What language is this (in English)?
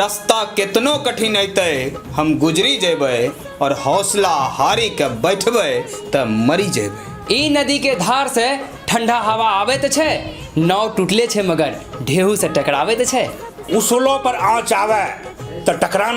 Angika